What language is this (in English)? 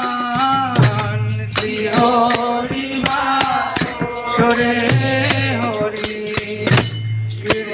Bangla